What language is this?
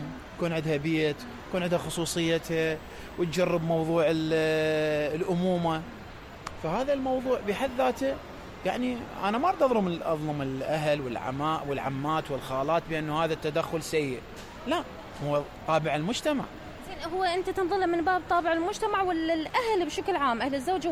Mesopotamian Arabic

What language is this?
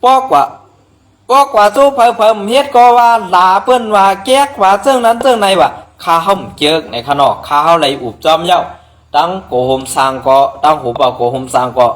Shan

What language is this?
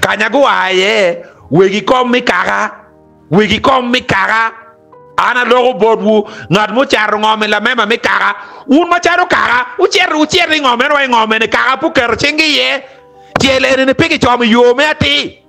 Acoli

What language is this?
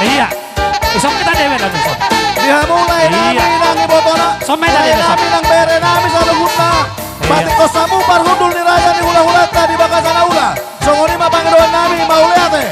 Batak Toba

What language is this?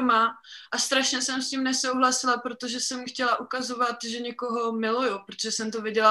Czech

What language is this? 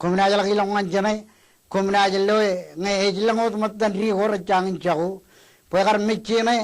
Marshallese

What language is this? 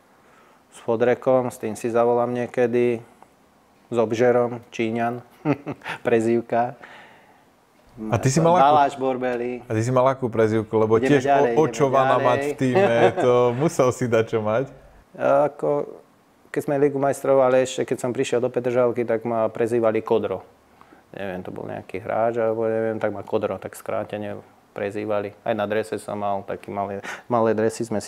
Slovak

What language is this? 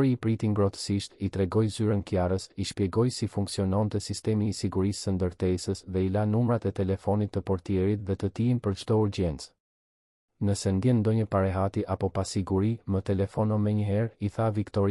Albanian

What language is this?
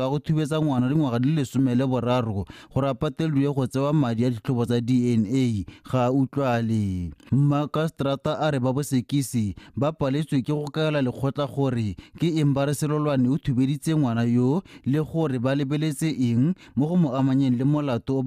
Tswana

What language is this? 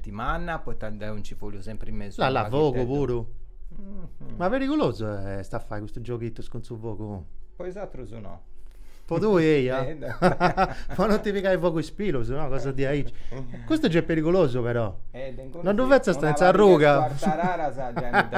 Sardinian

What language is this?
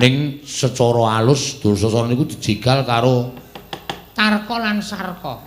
Javanese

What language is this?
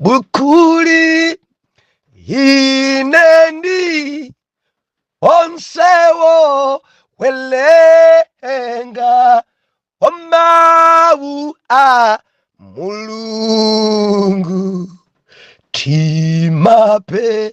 Nyanja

